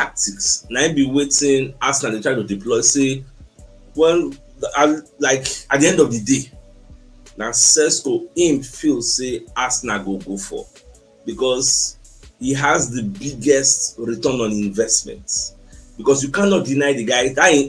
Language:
Nigerian Pidgin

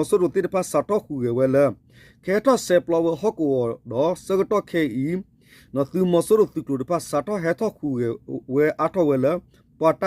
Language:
S'gaw Karen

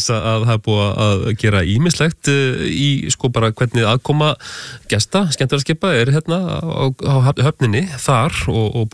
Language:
Icelandic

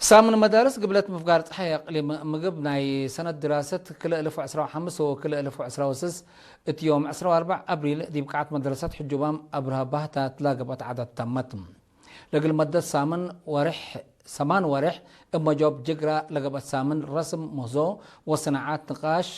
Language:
Tigre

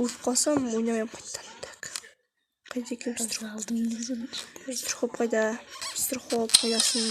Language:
Kazakh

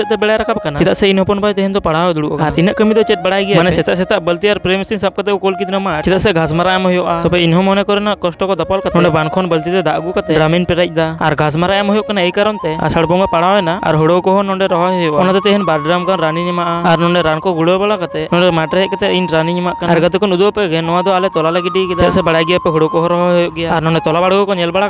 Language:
Santali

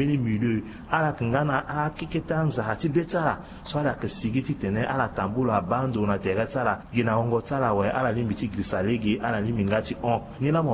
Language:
Sango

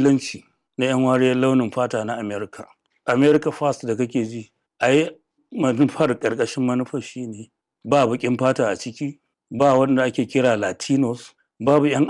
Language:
Hausa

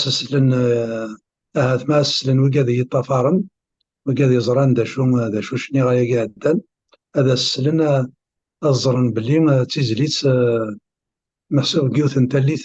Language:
Kabyle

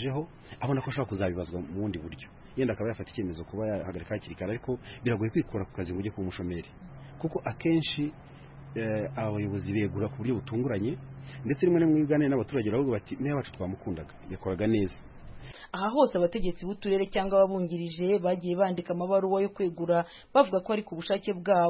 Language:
Kinyarwanda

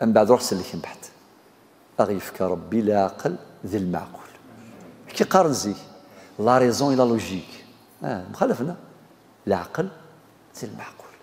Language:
Kabyle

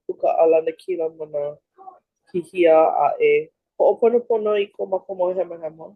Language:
Hawaiian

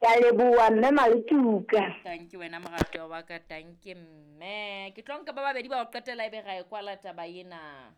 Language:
Southern Sotho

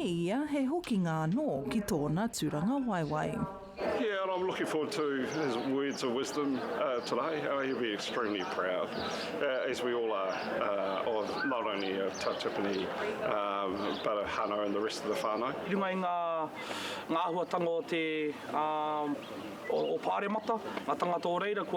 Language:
Māori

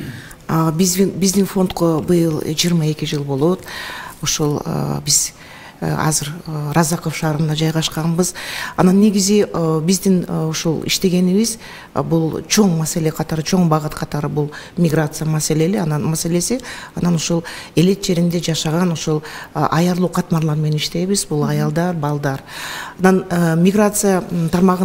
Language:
Kyrgyz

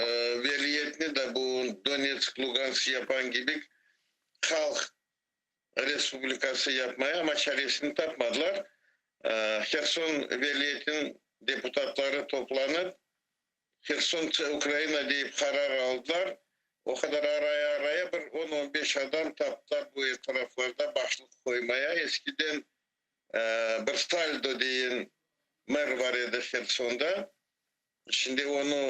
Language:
Crimean Tatar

